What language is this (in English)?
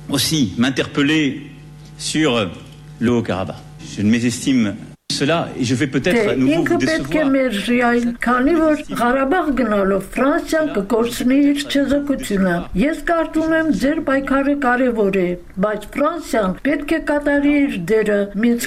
Armenian